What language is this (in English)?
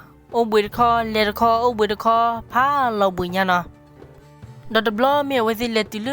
S'gaw Karen